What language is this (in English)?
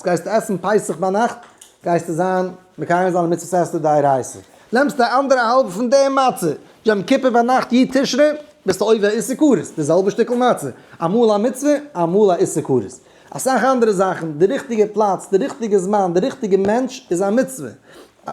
Yiddish